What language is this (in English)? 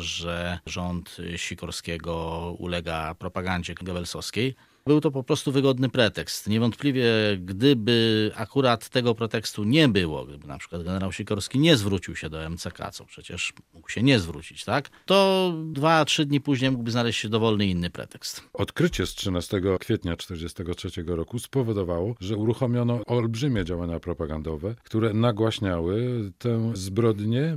Polish